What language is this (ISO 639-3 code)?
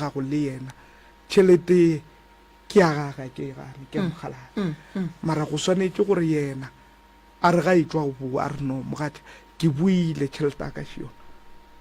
nso